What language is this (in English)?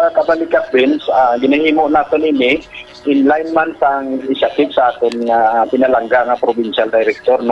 Hiligaynon